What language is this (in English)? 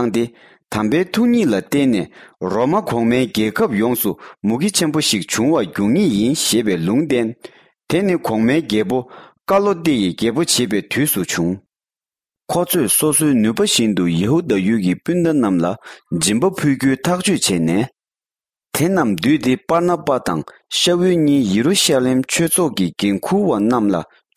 Tibetan